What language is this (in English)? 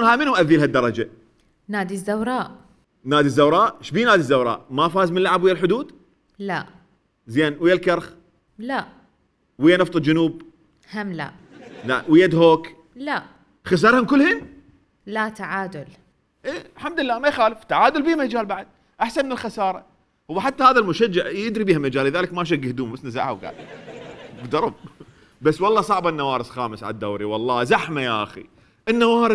Mesopotamian Arabic